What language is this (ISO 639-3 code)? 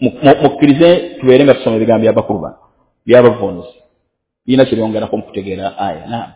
lug